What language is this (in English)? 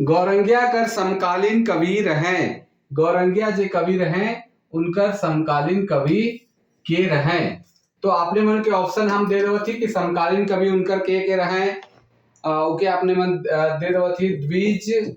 Sadri